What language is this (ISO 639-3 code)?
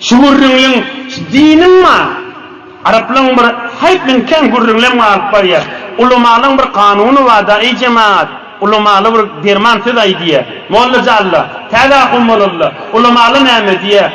tuk